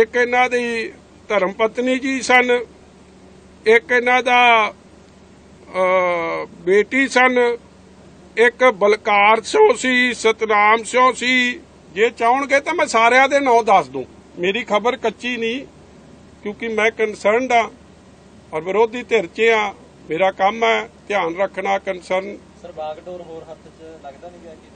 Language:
Punjabi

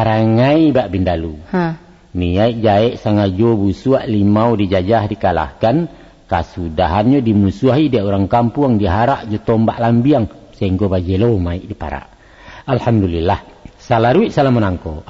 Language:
Minangkabau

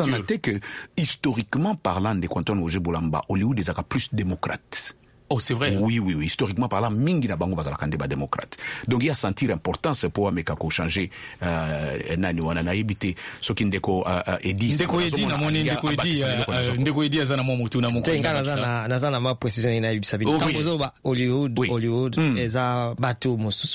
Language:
Lingala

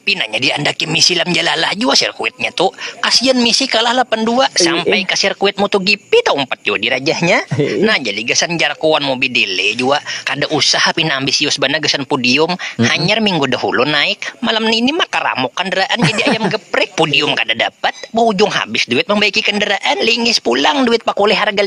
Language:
Banjar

